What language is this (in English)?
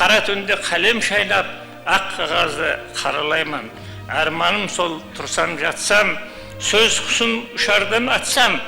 Kara-Kalpak